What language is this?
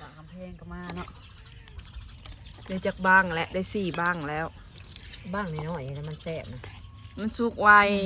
Lao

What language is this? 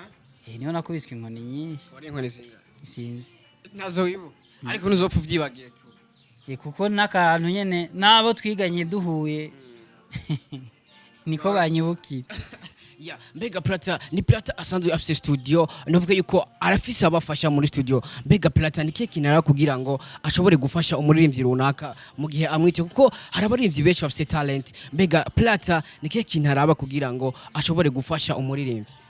Rundi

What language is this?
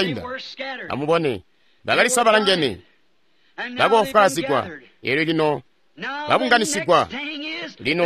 Tonga (Zambia)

